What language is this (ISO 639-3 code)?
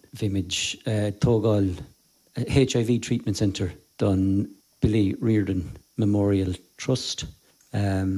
gle